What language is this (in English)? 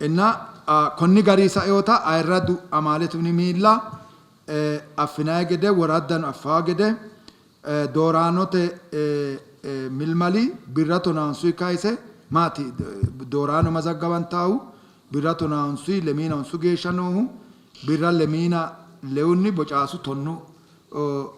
Sidamo